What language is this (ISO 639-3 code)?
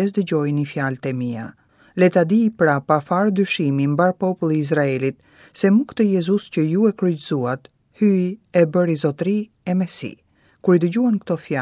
sqi